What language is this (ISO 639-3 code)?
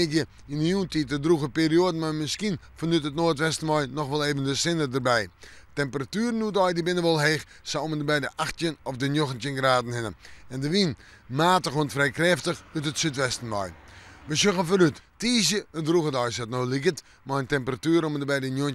fry